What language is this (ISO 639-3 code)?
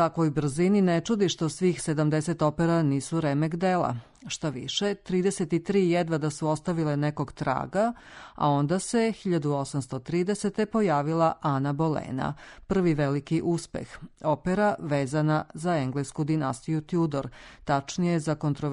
srp